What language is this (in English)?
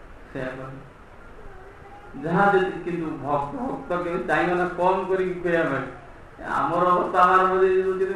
Odia